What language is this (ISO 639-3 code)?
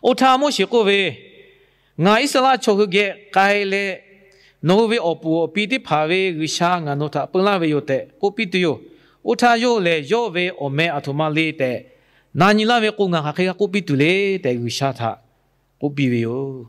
lhu